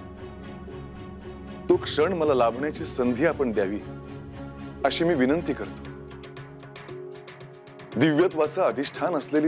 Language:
Marathi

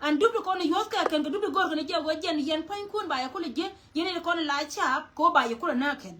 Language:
Nuer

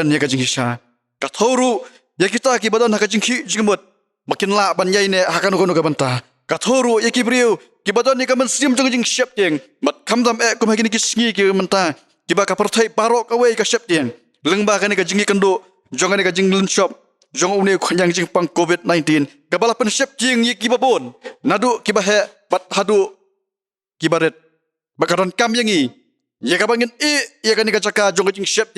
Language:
Khasi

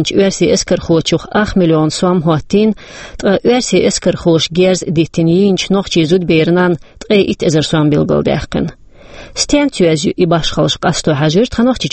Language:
Chechen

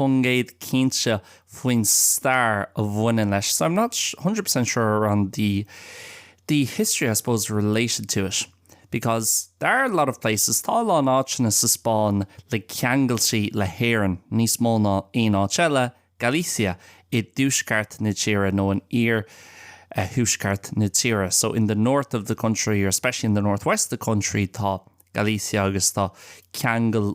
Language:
Irish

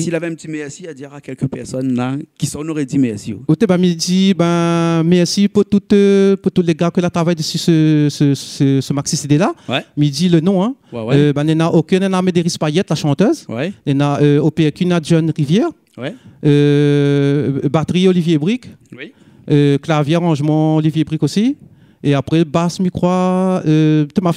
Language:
Réunion Creole French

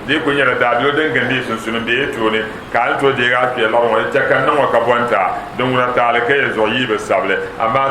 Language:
Dagbani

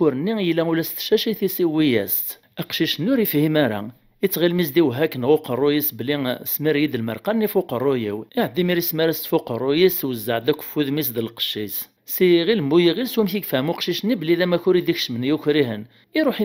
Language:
Kabyle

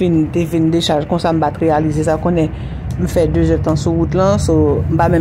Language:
Haitian Creole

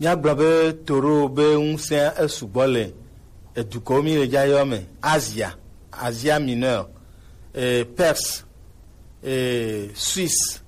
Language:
Gen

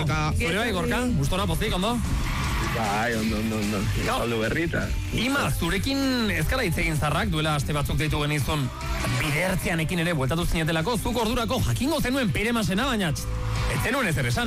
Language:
Basque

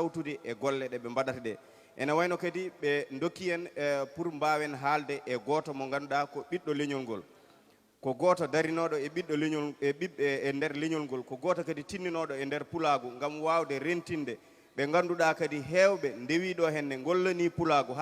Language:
Fula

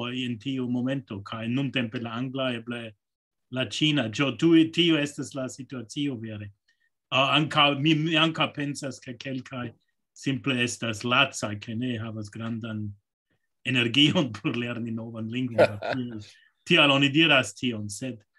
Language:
Esperanto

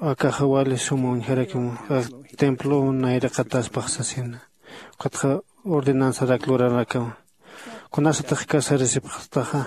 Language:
Aymara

